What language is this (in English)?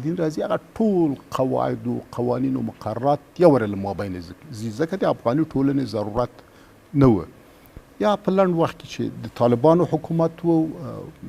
Pashto